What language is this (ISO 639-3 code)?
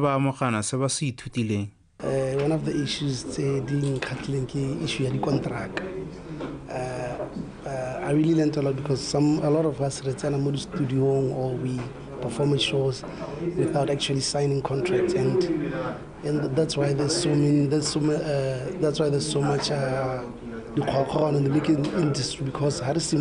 tsn